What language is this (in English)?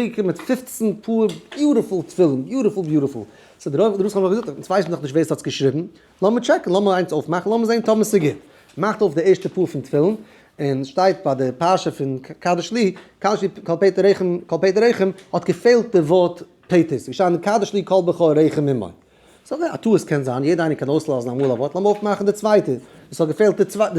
Yiddish